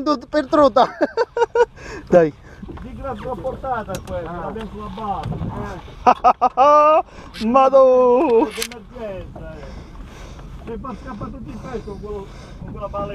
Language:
Italian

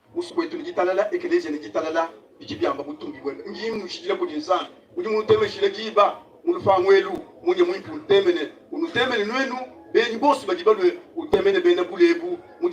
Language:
Luba-Lulua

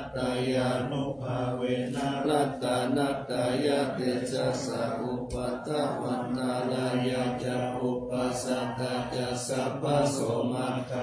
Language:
Pali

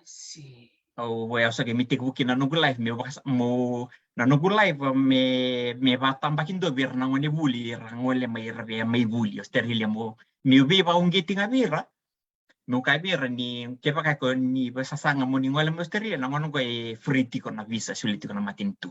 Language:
Fijian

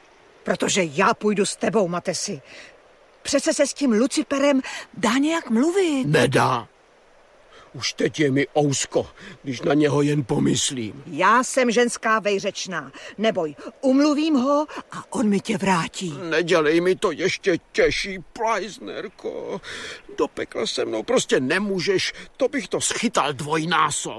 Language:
Czech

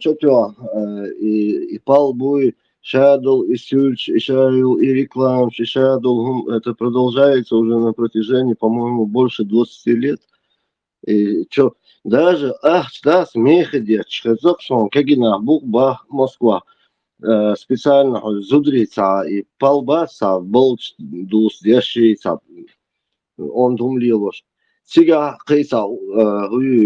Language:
Chechen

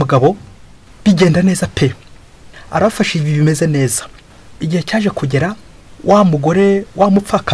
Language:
Kinyarwanda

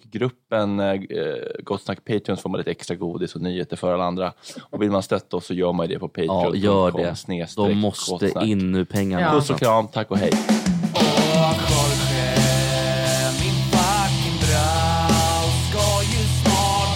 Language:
Swedish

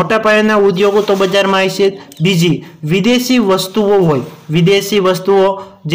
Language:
Gujarati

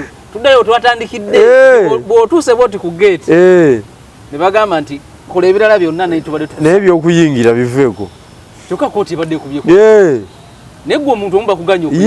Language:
Ganda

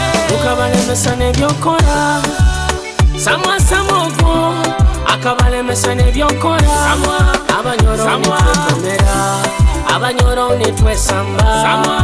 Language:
Nyoro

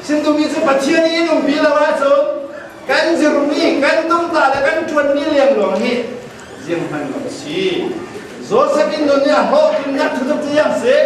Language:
Falam Chin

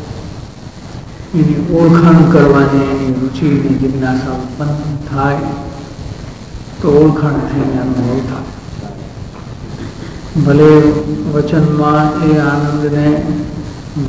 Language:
Gujarati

